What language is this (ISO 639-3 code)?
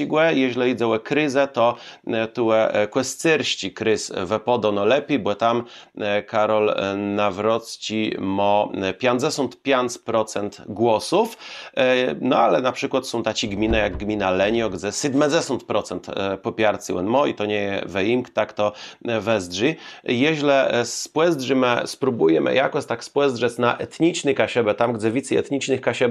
csb